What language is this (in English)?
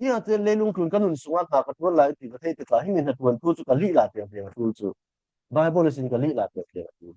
Falam Chin